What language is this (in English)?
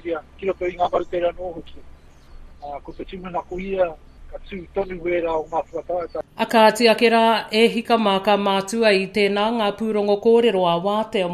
Māori